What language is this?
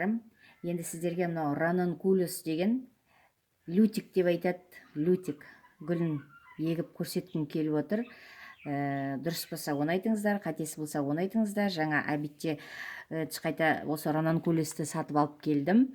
Kazakh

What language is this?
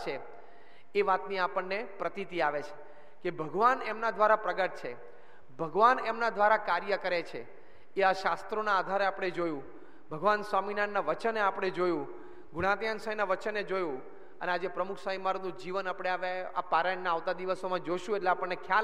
Gujarati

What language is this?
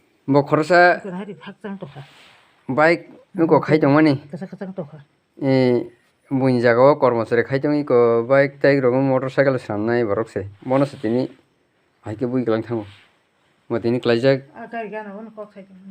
Kok Borok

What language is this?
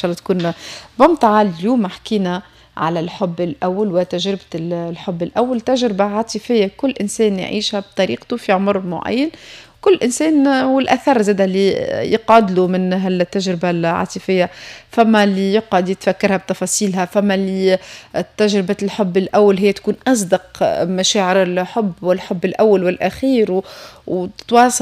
Tunisian Arabic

